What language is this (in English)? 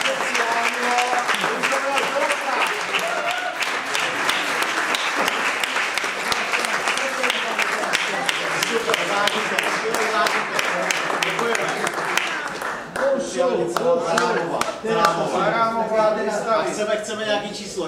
Czech